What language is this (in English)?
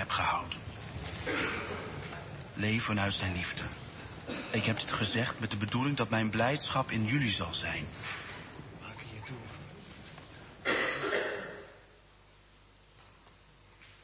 Dutch